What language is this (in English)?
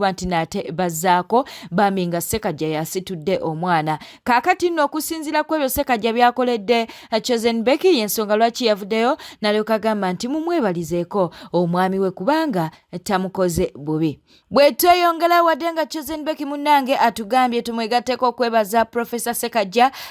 Ganda